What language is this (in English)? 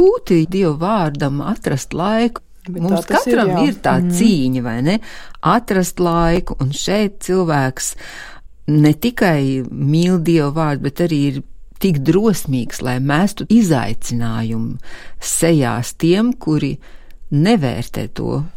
Latvian